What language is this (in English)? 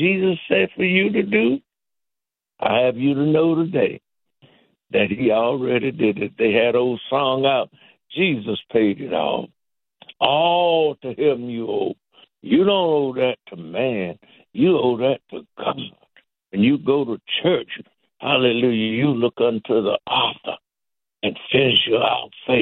English